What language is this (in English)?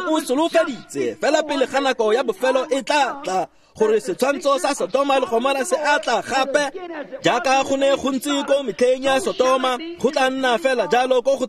Tswana